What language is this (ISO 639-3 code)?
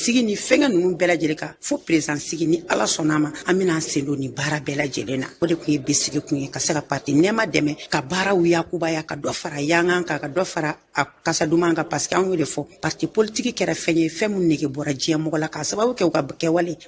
bam